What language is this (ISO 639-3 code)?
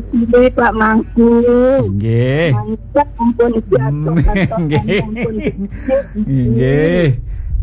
ban